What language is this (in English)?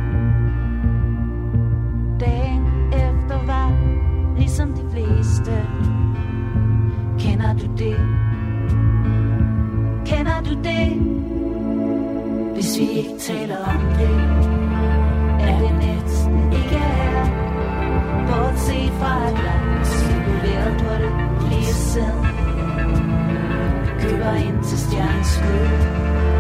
Danish